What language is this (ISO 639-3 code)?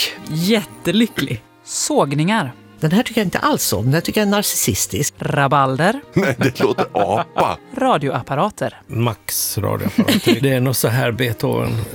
swe